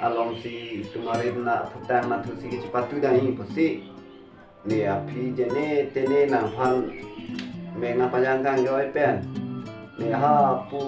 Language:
Karbi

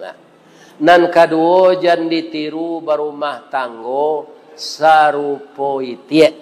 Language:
Minangkabau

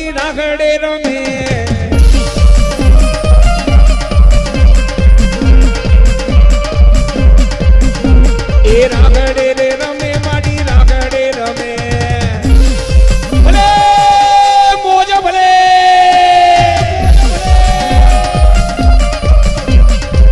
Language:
Gujarati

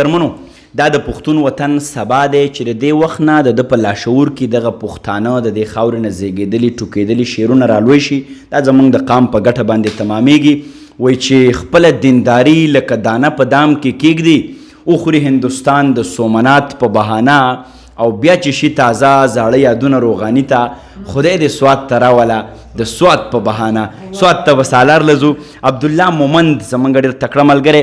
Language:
Pashto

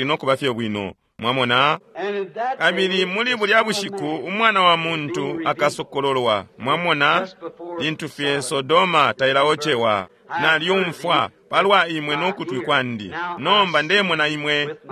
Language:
Bemba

